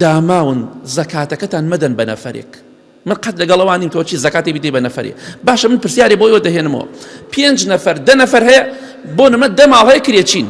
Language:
Central Kurdish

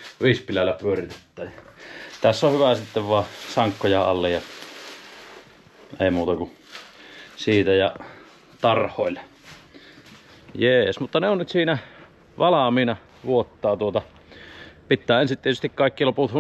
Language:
Finnish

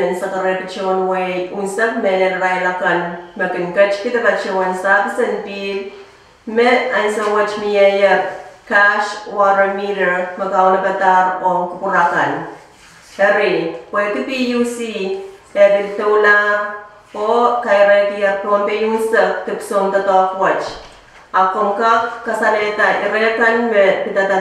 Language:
Pohnpeian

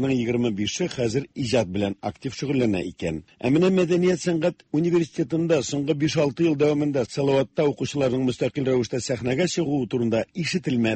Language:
Tatar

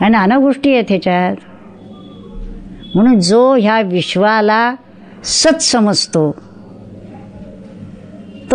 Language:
Marathi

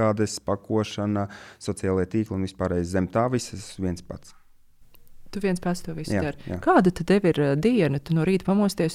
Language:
Latvian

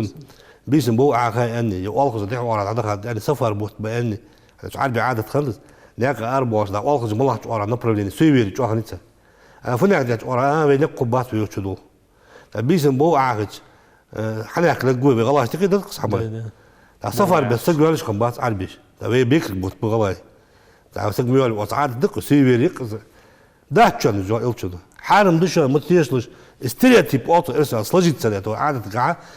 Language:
Ingush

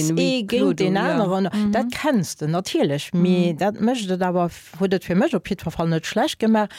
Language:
Luxembourgish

